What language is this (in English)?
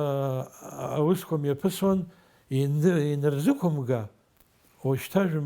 Abkhazian